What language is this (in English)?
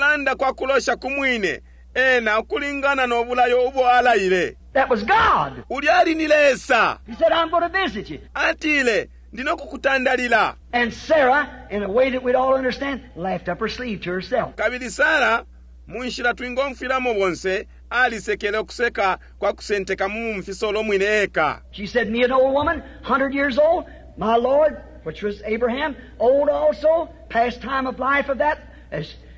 Bemba